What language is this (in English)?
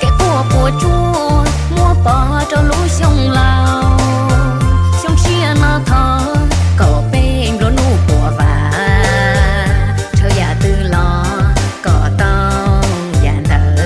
Hmong